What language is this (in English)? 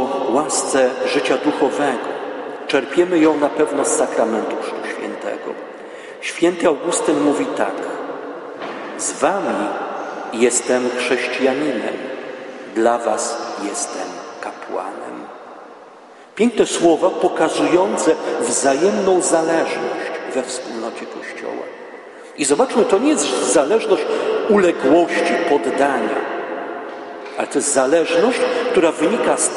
Polish